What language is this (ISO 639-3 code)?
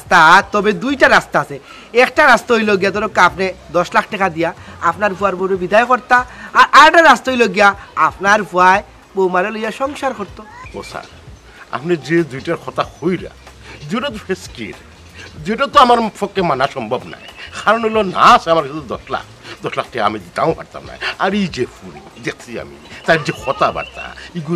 syl